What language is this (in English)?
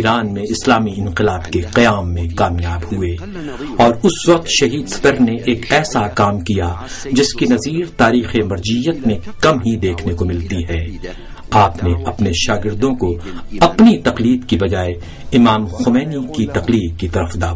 Urdu